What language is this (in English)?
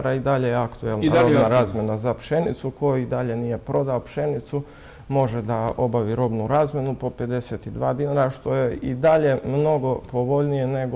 Serbian